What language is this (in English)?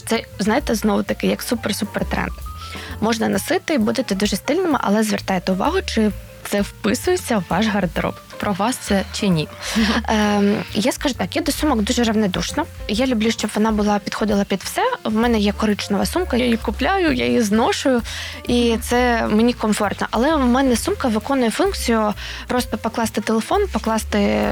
Ukrainian